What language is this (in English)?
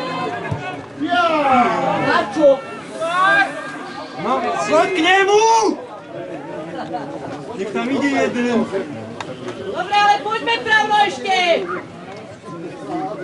Slovak